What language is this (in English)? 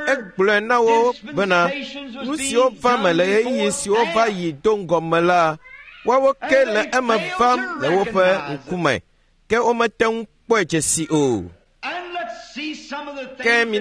Ewe